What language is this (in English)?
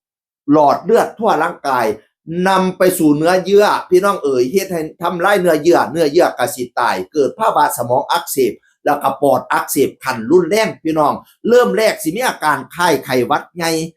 Northeastern Thai